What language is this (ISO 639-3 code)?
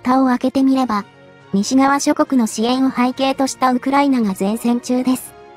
jpn